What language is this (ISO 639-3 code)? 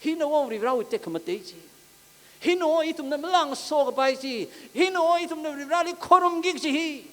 nmf